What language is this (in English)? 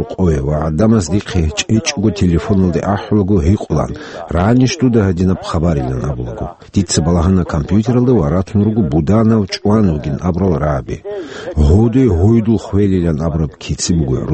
Avaric